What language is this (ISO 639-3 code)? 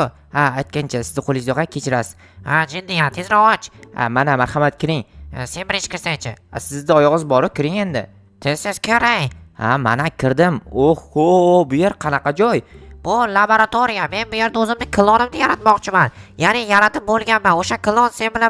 uzb